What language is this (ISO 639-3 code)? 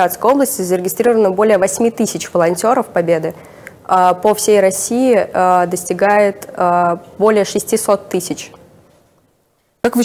rus